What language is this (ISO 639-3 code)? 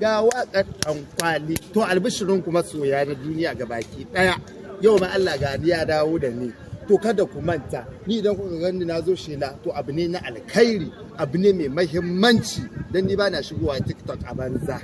hau